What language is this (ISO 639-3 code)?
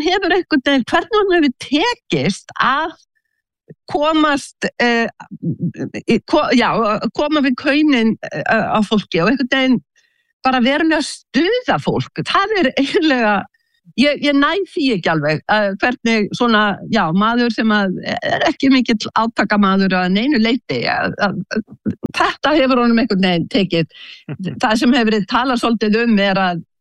isl